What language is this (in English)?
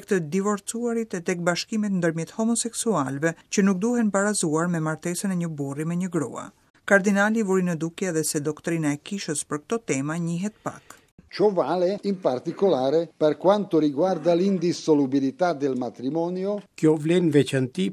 Albanian